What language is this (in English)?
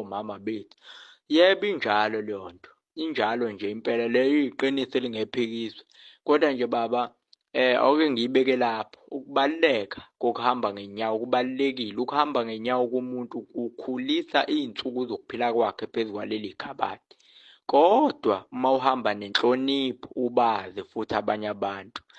Zulu